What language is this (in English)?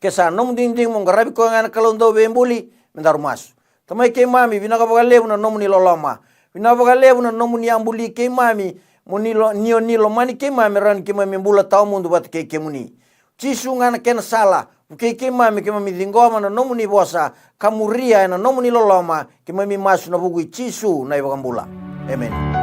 Fijian